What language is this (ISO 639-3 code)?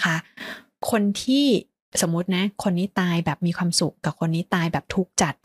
tha